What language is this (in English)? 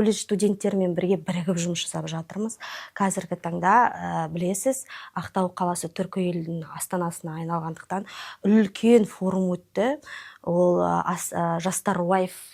Kazakh